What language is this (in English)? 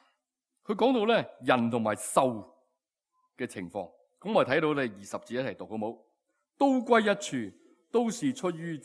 Cantonese